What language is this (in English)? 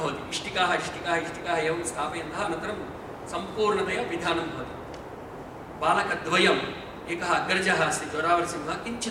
Sanskrit